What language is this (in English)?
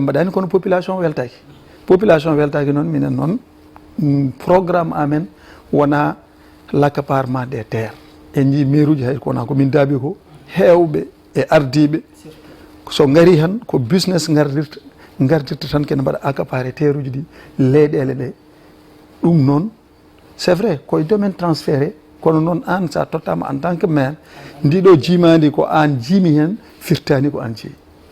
Fula